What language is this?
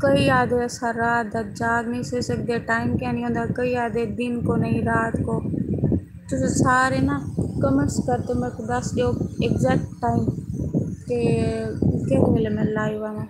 Saraiki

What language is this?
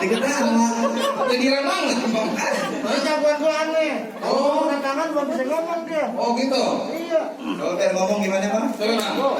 Betawi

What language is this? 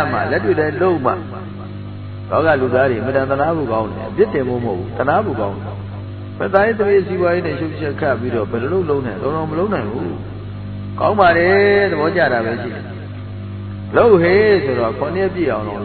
Burmese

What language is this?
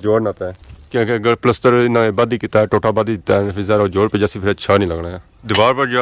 Pahari-Potwari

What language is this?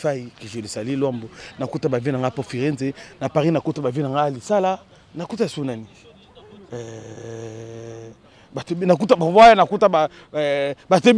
Lingala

